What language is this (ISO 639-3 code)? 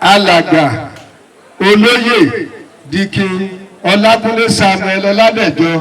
yor